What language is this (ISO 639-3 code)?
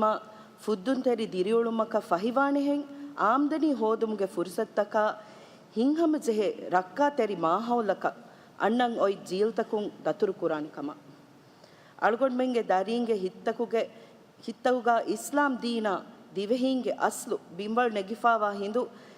div